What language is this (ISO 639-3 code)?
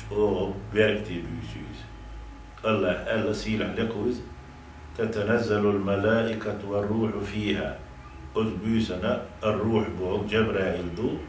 che